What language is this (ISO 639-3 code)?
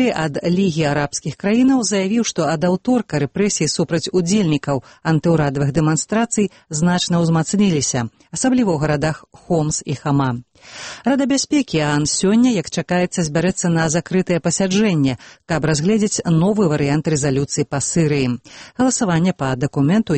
bel